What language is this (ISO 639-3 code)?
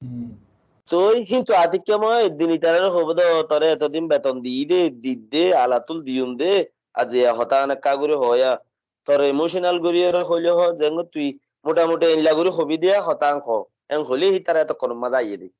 rhg